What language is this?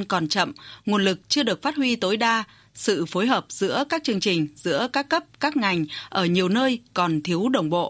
Vietnamese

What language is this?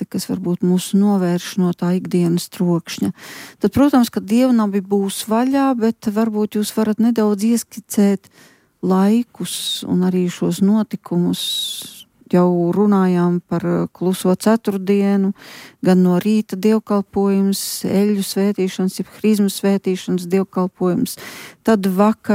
Latvian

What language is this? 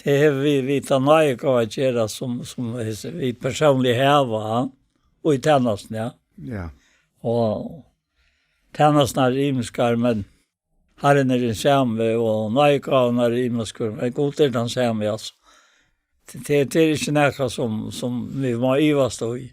Faroese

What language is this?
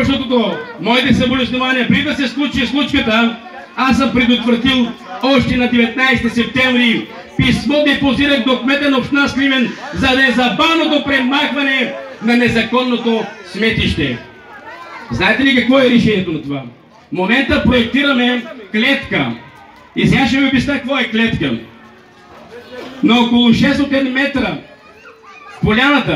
Bulgarian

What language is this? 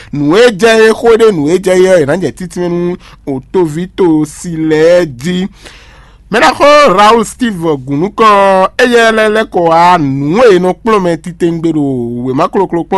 Fon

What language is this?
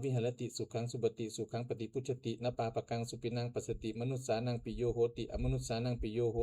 Pali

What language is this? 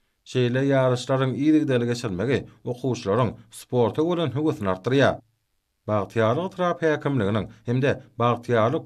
Turkmen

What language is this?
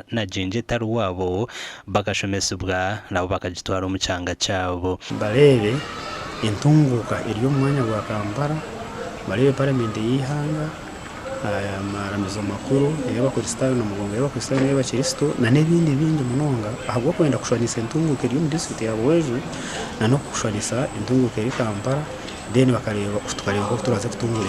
Nyankole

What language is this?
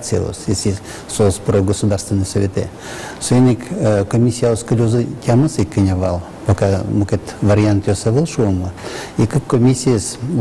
Udmurt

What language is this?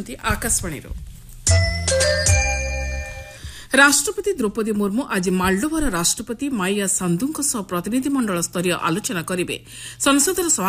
Odia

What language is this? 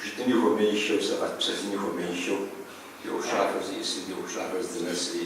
Kabardian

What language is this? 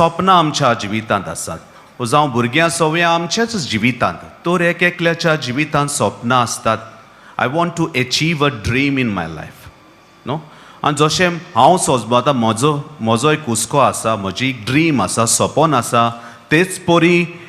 Konkani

